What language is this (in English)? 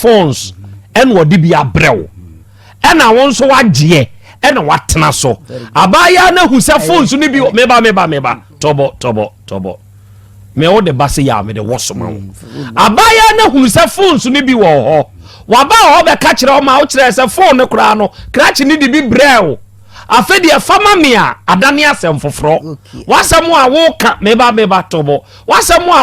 Akan